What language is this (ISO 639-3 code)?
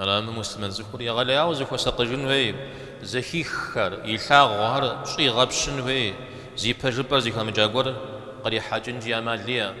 kbd